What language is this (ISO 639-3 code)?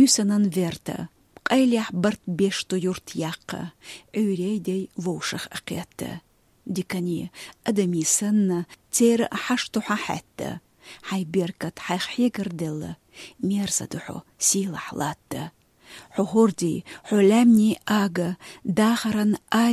che